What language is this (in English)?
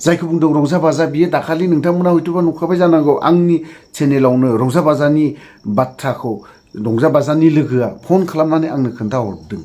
Bodo